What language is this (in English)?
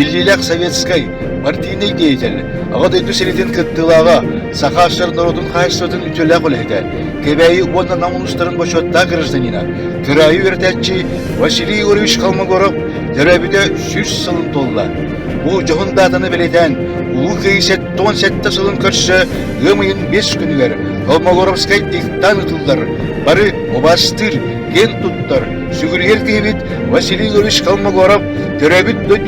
Yakut